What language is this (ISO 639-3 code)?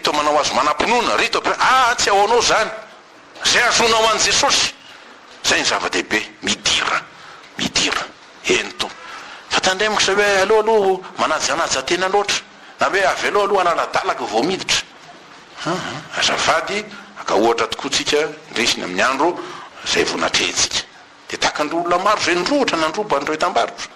mlg